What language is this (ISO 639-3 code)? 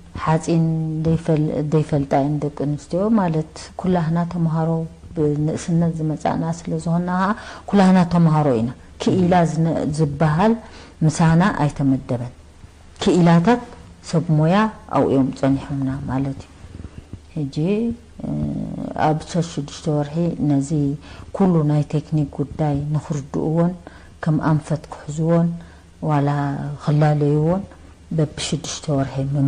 tir